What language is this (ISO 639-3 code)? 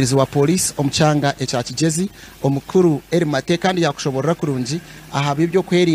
nyn